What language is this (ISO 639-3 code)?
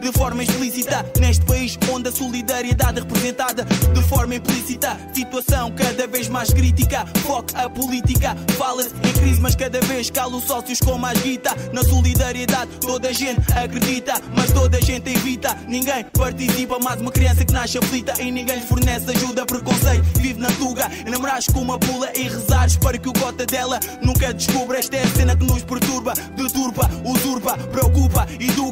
por